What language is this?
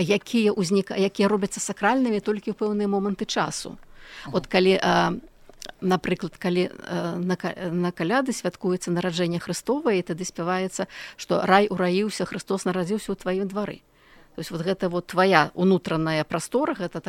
Belarusian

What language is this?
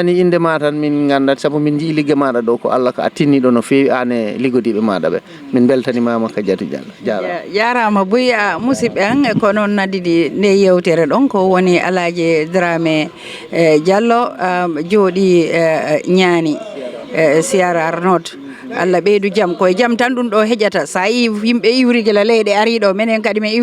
Fula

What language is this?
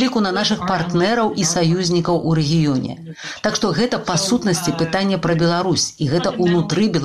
Belarusian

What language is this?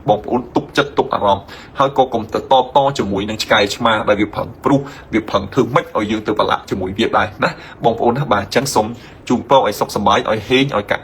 Khmer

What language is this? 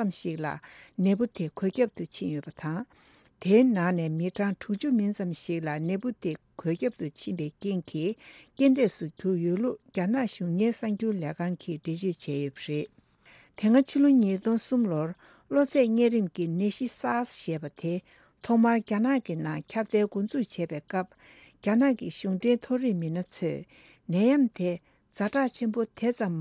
Tibetan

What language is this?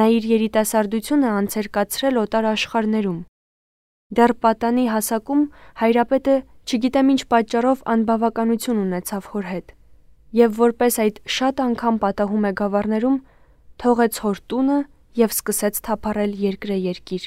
Armenian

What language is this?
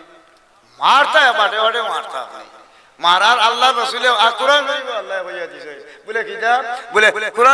Sylheti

